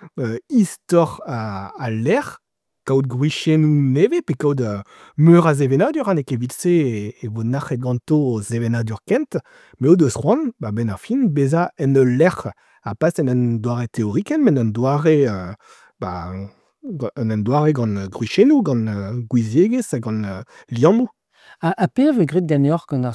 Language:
Breton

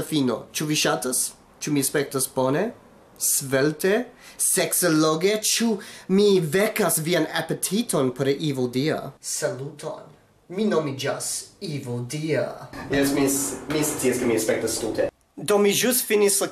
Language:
Esperanto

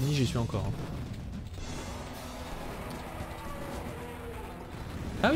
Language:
French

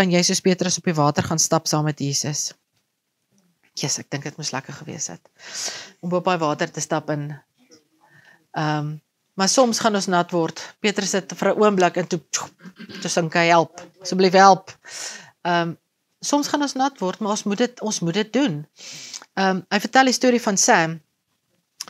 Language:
Afrikaans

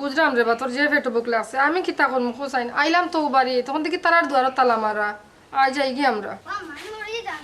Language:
Sylheti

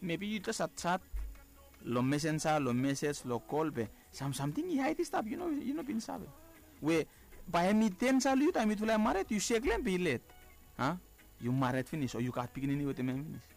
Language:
Bislama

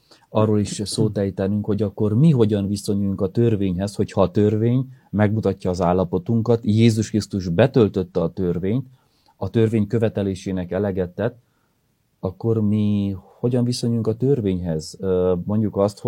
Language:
Hungarian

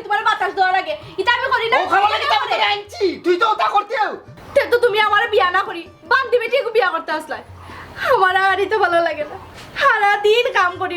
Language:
Sylheti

